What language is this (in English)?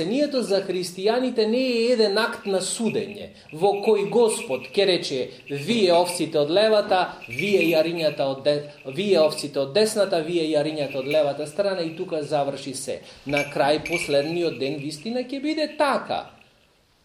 Macedonian